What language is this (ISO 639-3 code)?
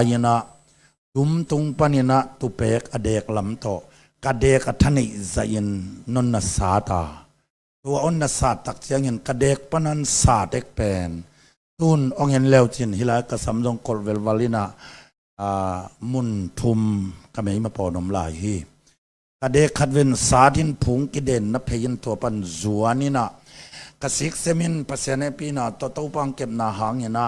ctd